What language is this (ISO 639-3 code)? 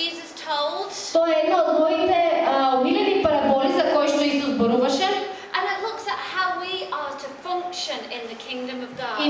mkd